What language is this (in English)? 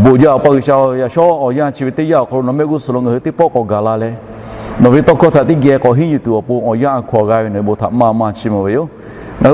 Lahu